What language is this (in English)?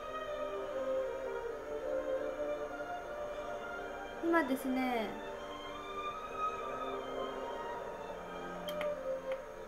Japanese